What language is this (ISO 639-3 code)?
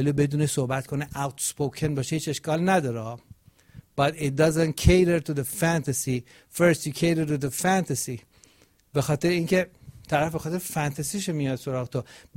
fas